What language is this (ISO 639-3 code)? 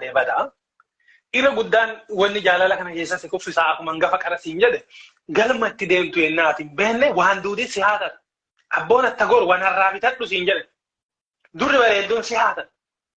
orm